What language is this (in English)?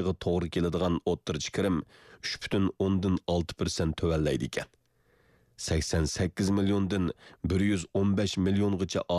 Uyghur